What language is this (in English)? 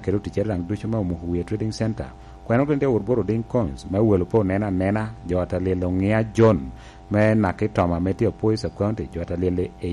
Lango (Uganda)